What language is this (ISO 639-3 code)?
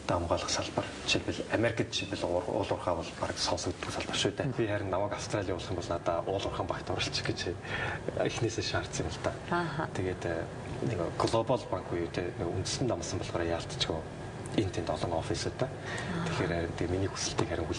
mon